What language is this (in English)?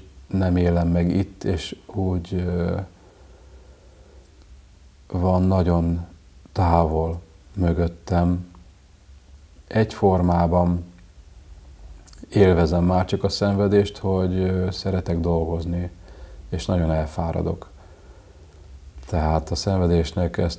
Hungarian